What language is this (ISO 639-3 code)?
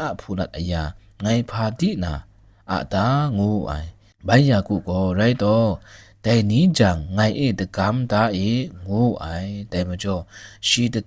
kac